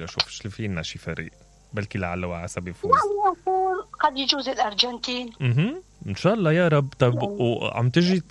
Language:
Mesopotamian Arabic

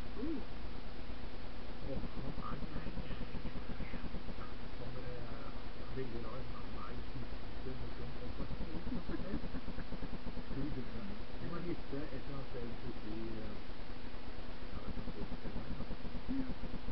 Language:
Norwegian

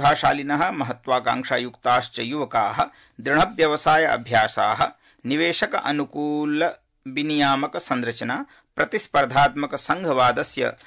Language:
Sanskrit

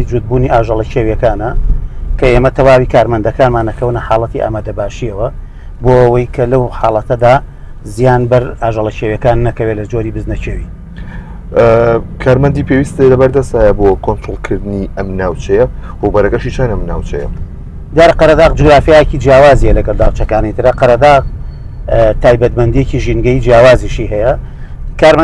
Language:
Central Kurdish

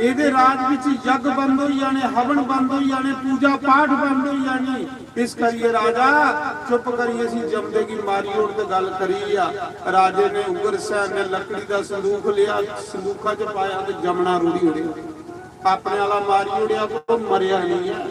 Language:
Dogri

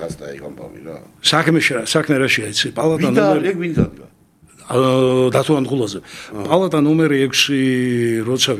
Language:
Georgian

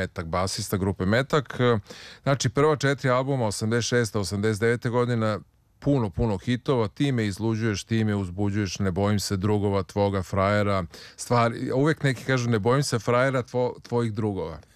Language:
Serbian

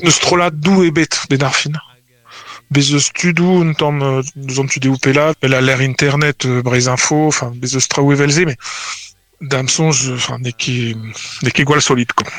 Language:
Breton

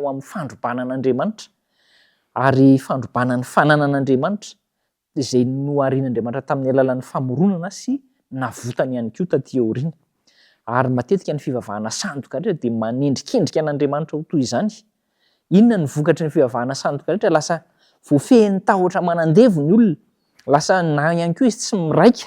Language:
Malagasy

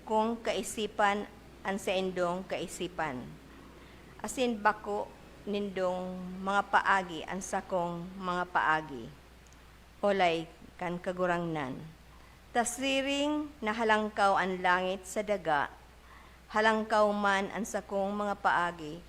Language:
Bikol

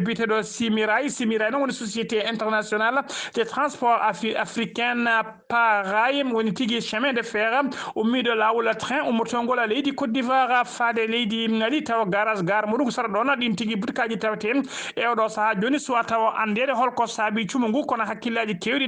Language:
Fula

